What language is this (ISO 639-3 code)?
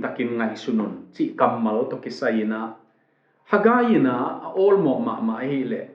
ctd